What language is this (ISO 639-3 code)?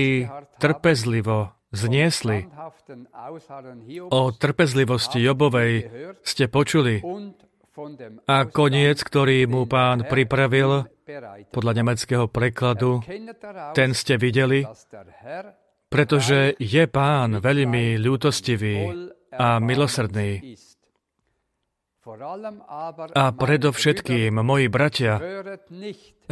slk